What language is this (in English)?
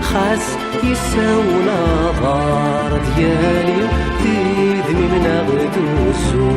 Kabyle